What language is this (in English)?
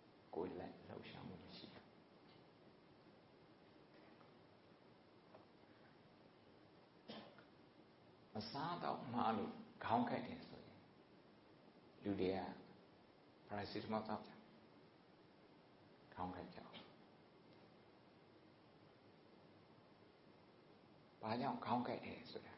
Burmese